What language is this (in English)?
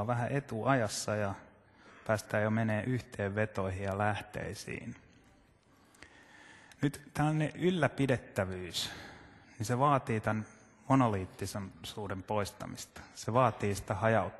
Finnish